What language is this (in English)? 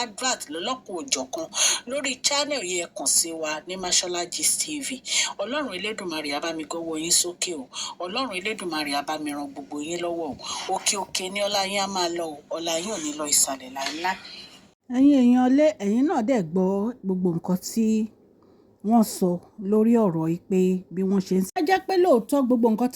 Yoruba